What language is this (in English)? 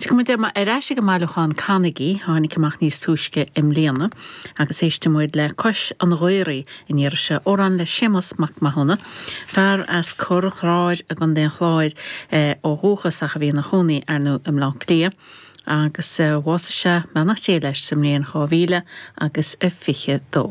Irish